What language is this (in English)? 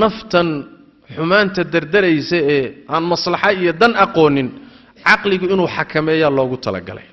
Somali